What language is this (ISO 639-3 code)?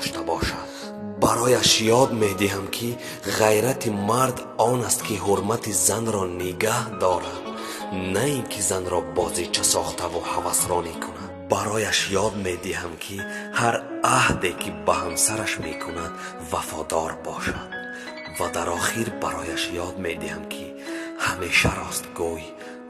tgk